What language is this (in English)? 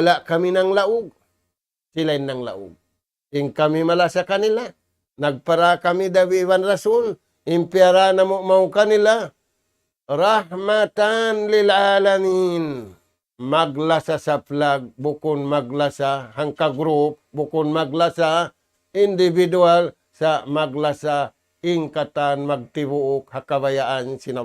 Tausug